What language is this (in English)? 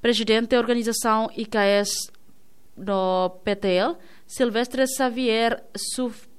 Tetum